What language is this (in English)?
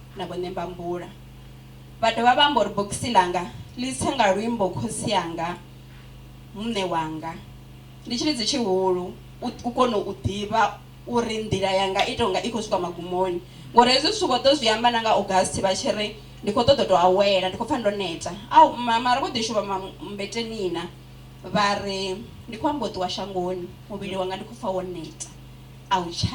Venda